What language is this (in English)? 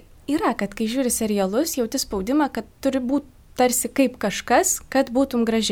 Lithuanian